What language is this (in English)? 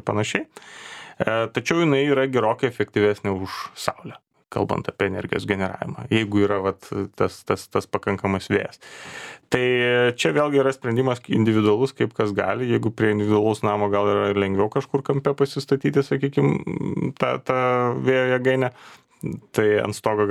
Lithuanian